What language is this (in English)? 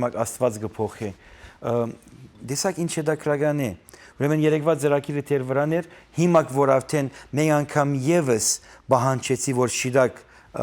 Western Armenian